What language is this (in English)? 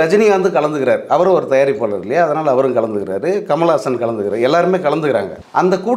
Tamil